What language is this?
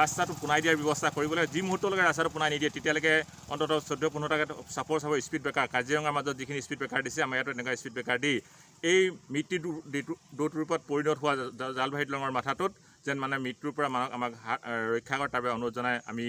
Assamese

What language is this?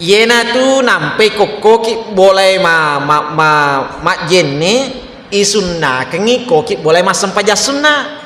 Buginese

